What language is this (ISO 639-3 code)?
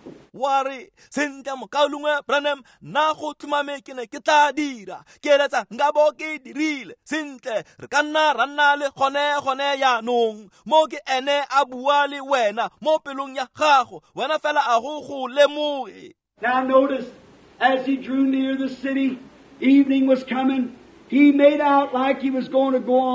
tsn